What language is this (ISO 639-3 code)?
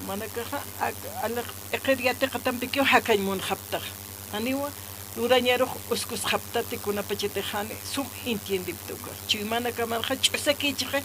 aym